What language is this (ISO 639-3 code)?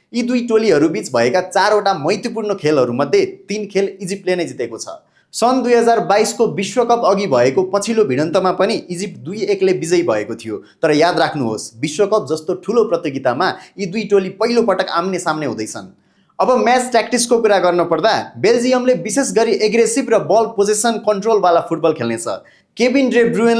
nep